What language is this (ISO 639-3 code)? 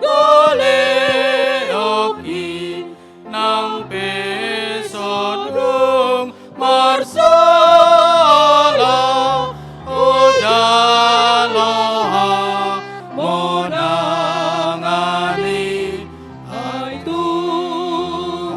bbc